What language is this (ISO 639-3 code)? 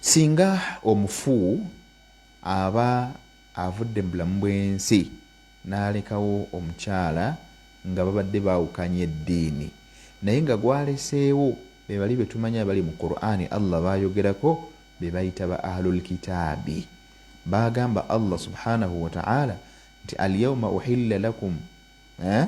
lug